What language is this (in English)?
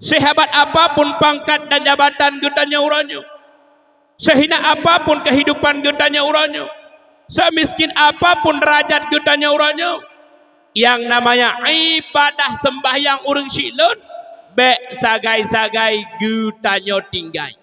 Achinese